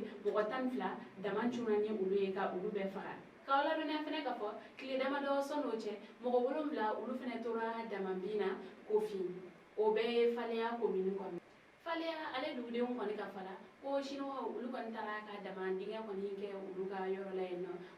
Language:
Bambara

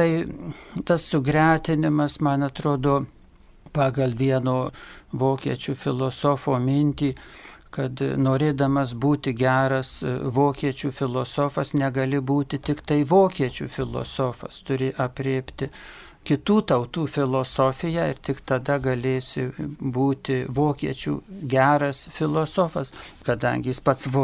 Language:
Lithuanian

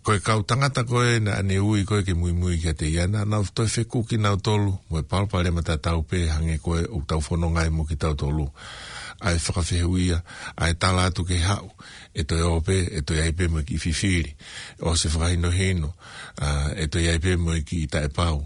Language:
Tongan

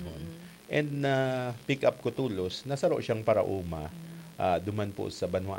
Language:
Bikol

